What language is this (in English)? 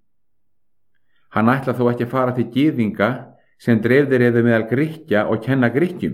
Icelandic